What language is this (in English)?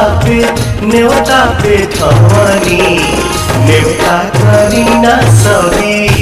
Bhojpuri